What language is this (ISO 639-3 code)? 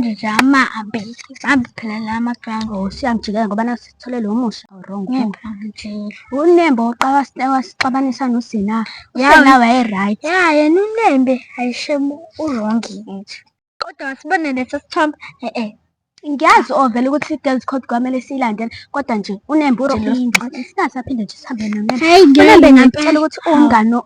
zul